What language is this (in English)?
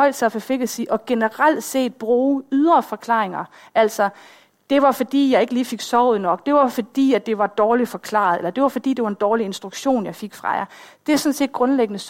Danish